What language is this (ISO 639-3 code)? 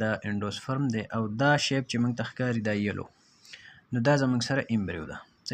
pus